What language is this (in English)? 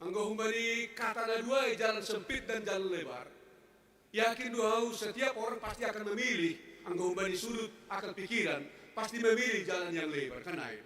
Batak Simalungun